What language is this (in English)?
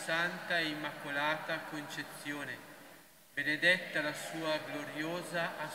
Italian